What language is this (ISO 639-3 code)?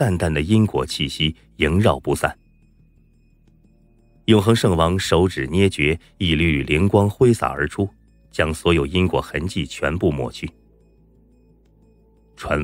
zho